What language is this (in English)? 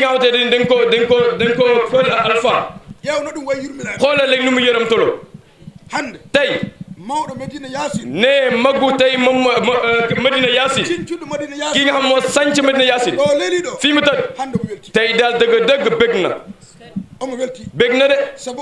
Fula